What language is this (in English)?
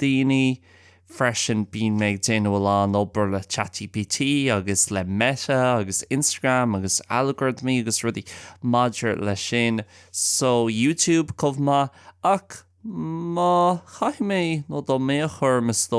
Irish